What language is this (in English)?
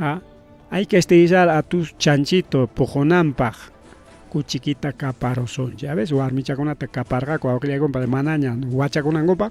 Ayacucho Quechua